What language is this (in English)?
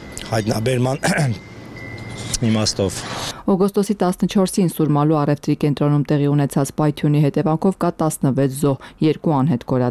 Armenian